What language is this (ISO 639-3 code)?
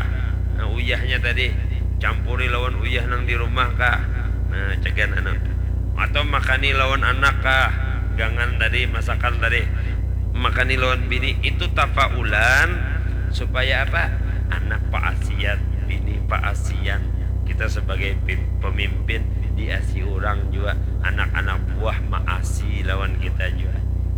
bjn